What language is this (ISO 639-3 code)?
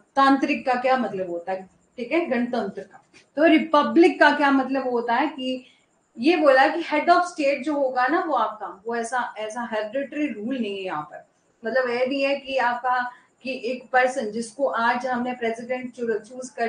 hin